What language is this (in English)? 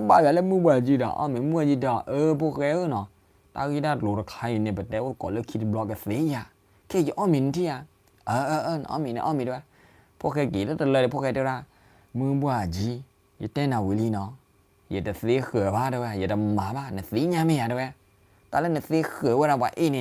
S'gaw Karen